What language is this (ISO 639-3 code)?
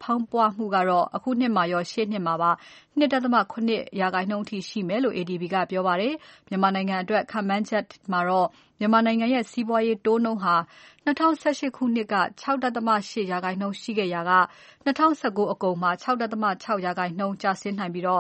mya